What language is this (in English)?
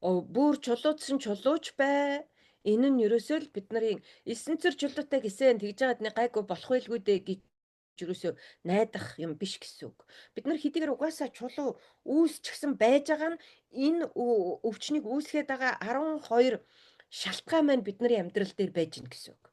Mongolian